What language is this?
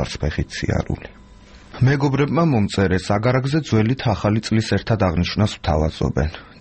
Georgian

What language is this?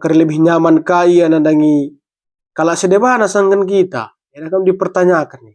Batak Karo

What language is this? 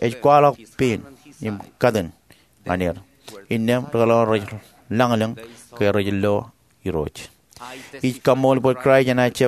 Marshallese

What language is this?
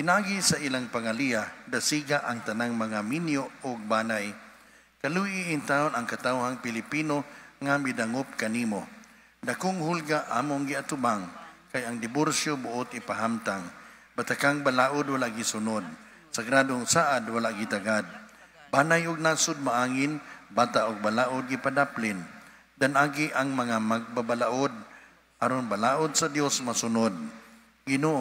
Cebuano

